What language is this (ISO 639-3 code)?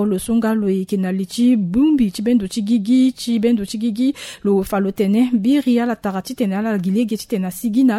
sag